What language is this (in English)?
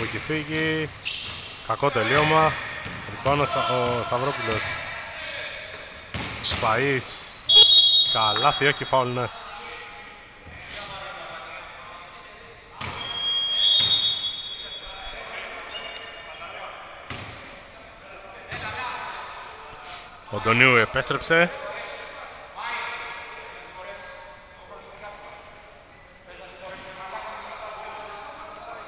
Greek